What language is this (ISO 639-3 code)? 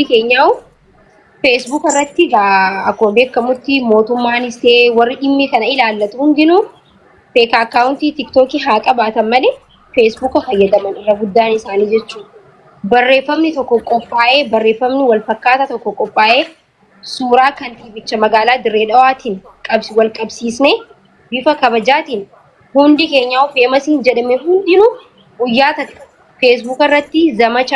orm